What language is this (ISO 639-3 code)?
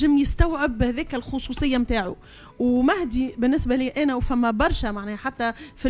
aeb